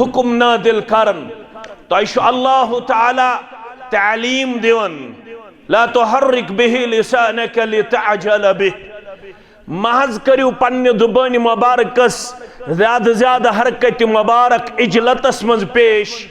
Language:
Kashmiri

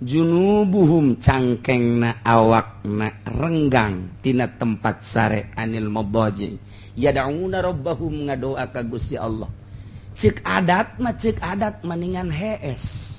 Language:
Sundanese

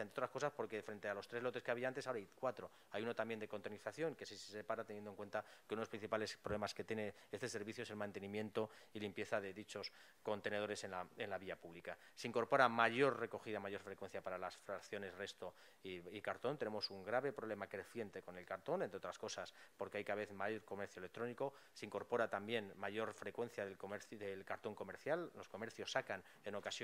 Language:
Spanish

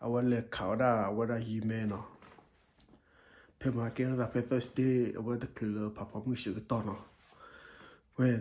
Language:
S'gaw Karen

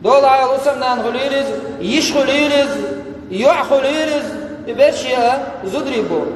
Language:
Chechen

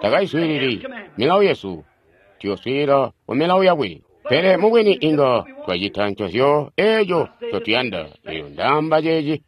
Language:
Tonga (Zambia)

